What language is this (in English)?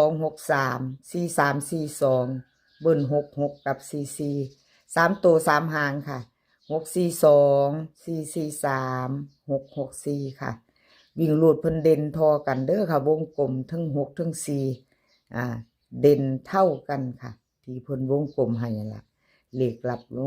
Northeastern Thai